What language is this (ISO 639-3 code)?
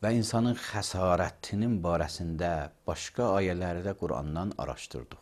aze